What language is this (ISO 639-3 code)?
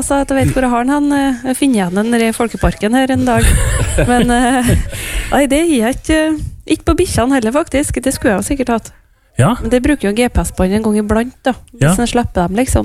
nor